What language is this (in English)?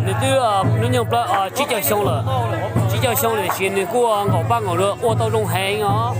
Hmong